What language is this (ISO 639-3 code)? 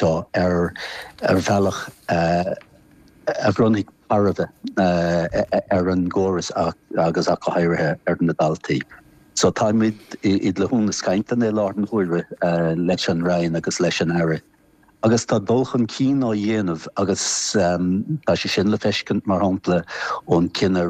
gle